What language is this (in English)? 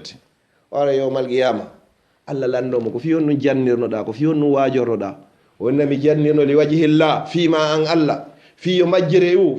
Fula